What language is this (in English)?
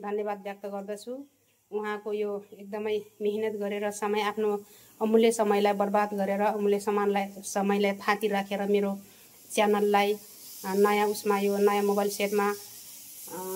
Nepali